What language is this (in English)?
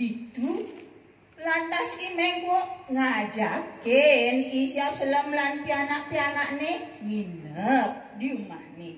Balinese